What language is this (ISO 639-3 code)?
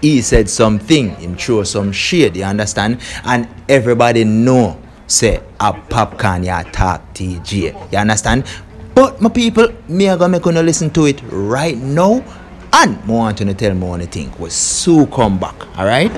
jam